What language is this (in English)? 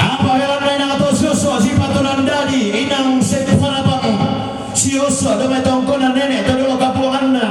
Toraja-Sa'dan